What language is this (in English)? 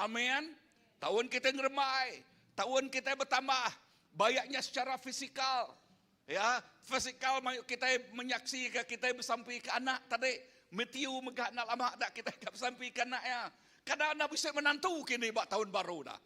Iban